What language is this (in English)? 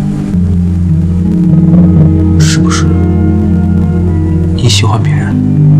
Chinese